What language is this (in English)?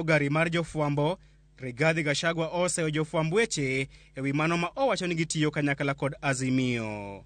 Luo (Kenya and Tanzania)